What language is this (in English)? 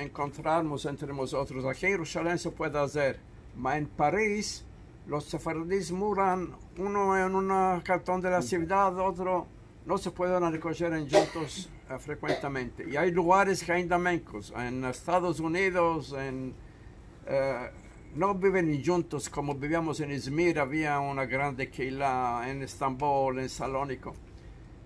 Ladino